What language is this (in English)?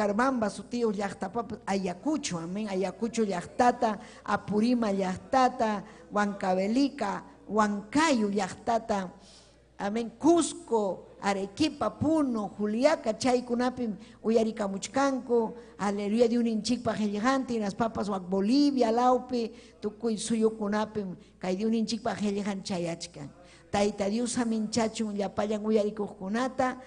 Ayacucho Quechua